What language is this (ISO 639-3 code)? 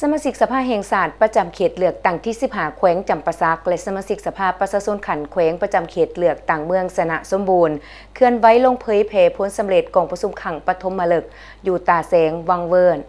lao